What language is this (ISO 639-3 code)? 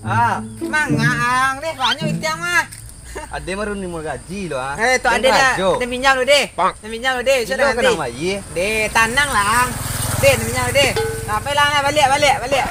min